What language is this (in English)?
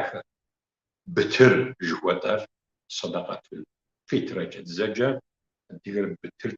Kabardian